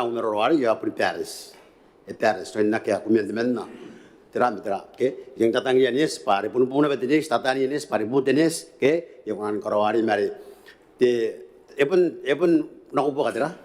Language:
Gilbertese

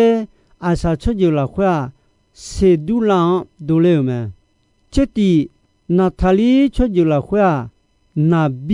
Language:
Akha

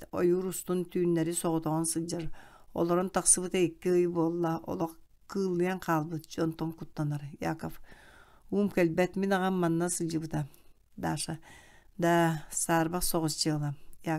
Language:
Yakut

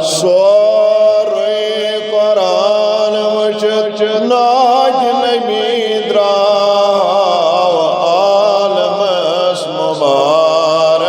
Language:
Kashmiri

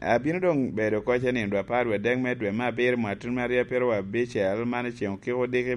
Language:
Lango (Uganda)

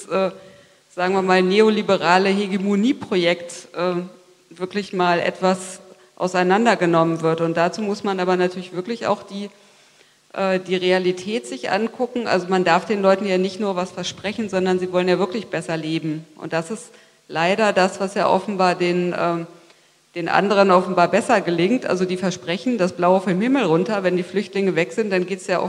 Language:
German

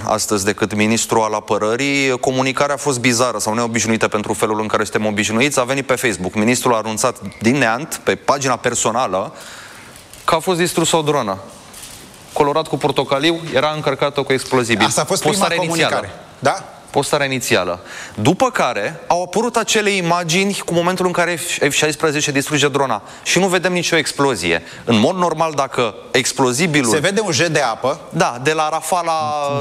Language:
Romanian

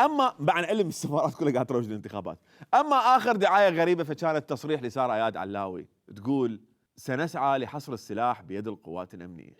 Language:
Mesopotamian Arabic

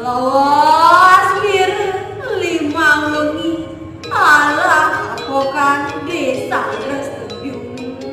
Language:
Balinese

